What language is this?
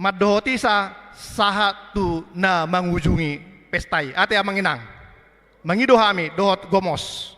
Batak Toba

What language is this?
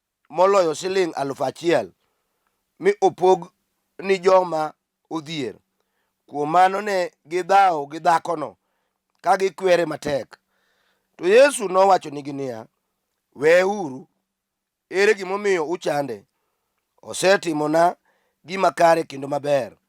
Luo (Kenya and Tanzania)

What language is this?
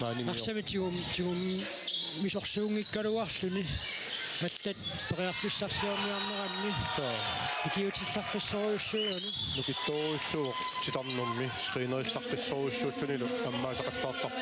Kalaallisut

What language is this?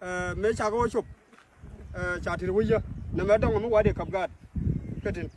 Nuer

